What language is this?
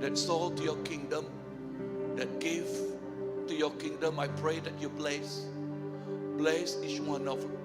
Iban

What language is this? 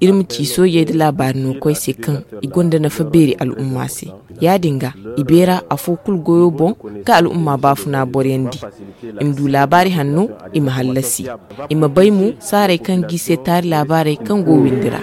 Zarma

